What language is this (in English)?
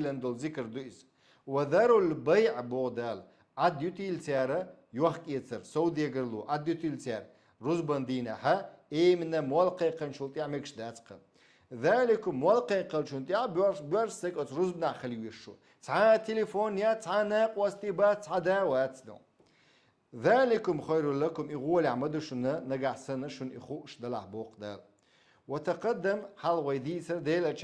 Chechen